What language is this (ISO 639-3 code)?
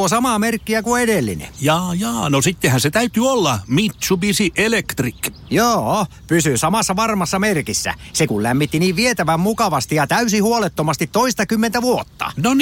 fin